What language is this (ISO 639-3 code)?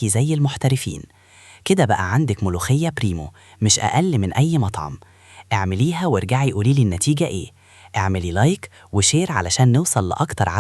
arz